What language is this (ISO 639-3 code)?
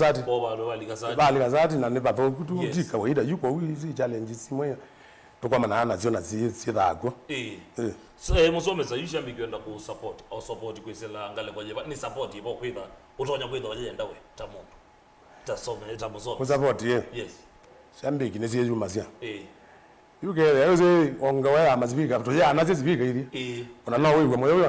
kam